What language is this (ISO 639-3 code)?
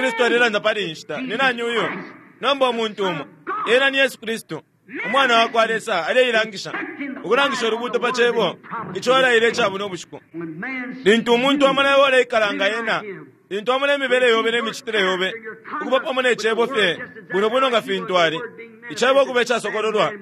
bem